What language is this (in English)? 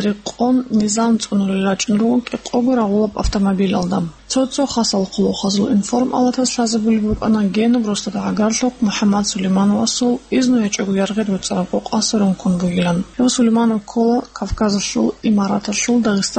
Avaric